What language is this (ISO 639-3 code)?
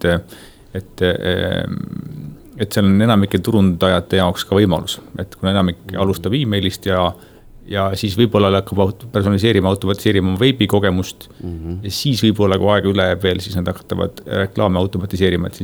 est